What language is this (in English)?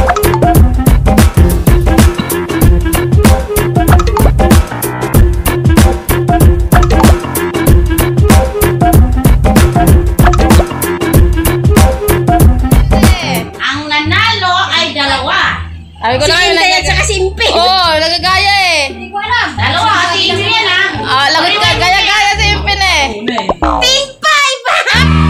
Filipino